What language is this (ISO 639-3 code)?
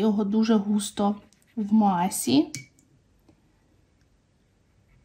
ukr